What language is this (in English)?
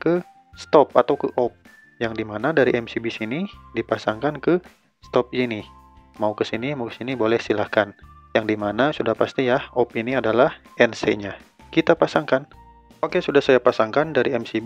Indonesian